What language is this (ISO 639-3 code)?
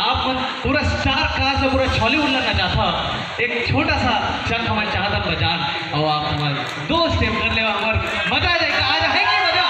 hne